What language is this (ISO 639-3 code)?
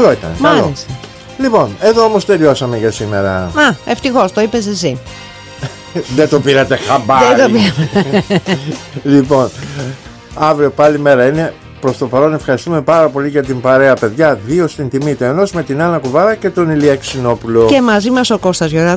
ell